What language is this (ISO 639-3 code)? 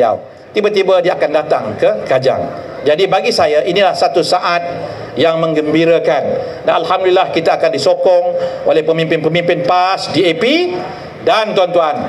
msa